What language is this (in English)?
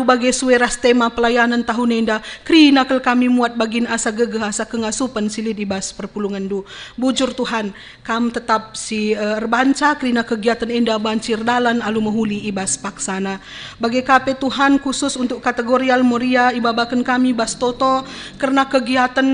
Batak Karo